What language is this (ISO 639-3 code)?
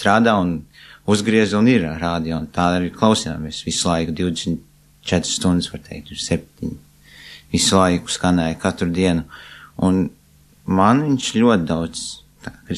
lav